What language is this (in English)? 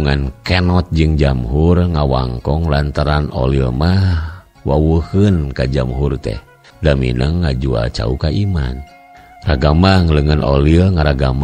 Sundanese